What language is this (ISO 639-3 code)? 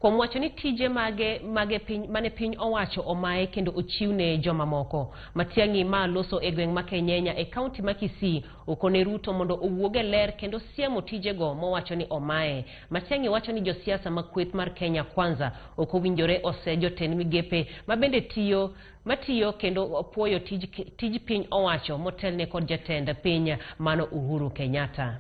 luo